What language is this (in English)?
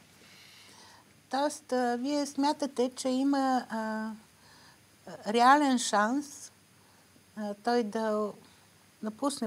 Bulgarian